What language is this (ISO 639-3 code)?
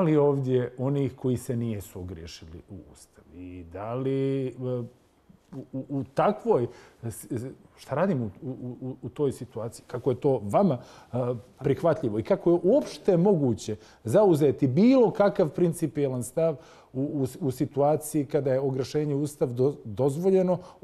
srp